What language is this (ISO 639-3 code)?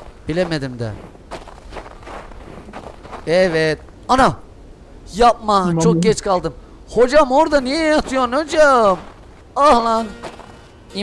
tur